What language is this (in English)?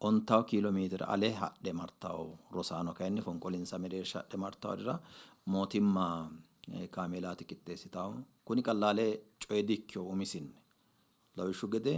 Sidamo